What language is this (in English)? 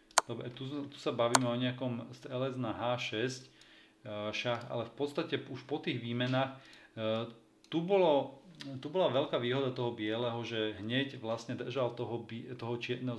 Slovak